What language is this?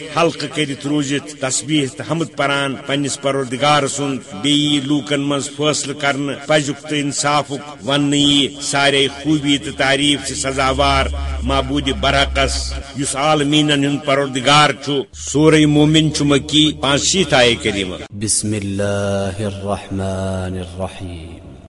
Kashmiri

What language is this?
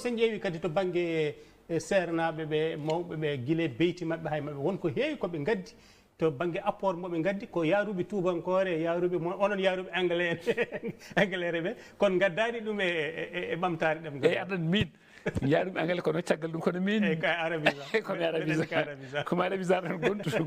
Fula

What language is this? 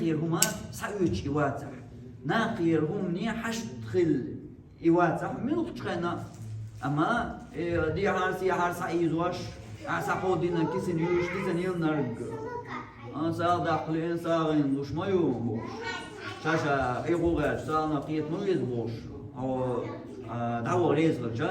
Chechen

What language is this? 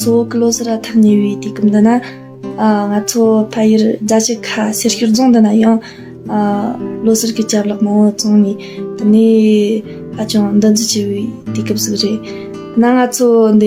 Tibetan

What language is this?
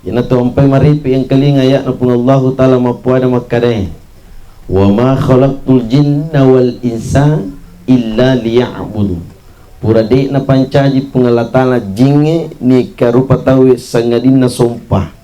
Buginese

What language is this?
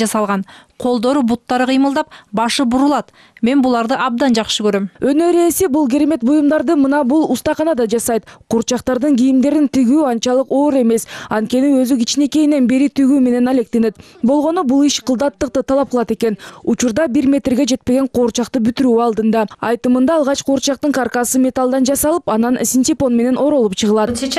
Kyrgyz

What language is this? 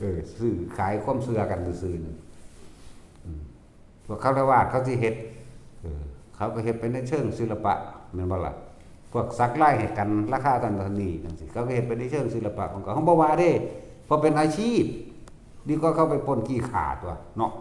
Northeastern Thai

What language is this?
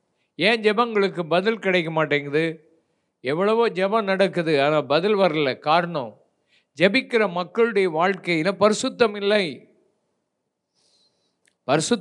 Tamil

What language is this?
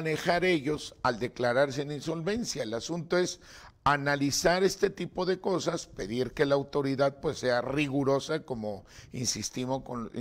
Spanish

